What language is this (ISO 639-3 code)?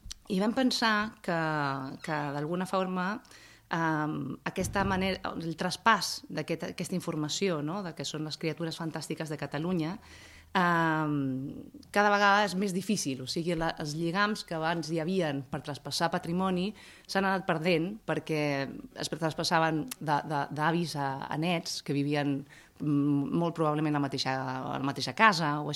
cat